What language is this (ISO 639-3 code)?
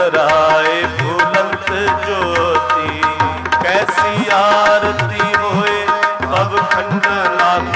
pan